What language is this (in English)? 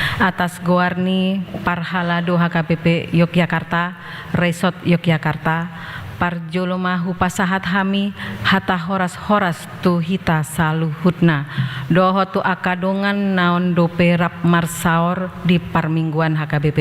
Batak Toba